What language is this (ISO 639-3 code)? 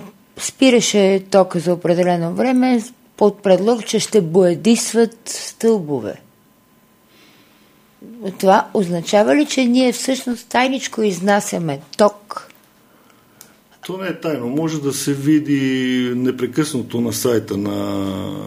bul